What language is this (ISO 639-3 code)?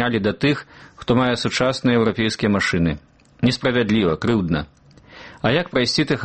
bel